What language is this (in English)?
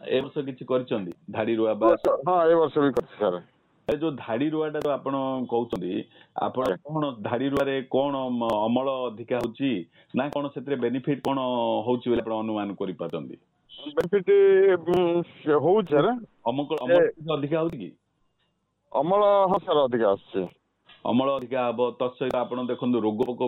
Odia